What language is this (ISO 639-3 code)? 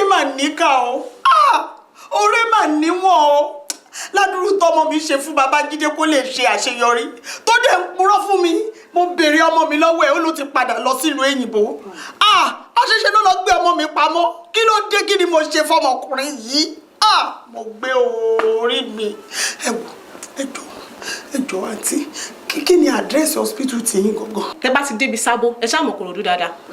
yor